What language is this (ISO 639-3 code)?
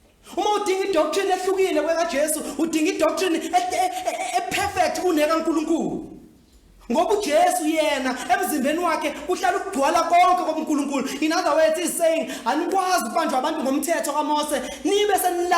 zul